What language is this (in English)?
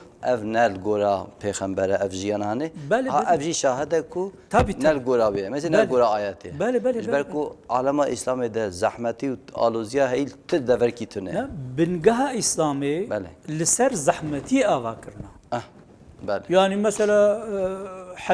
Kurdish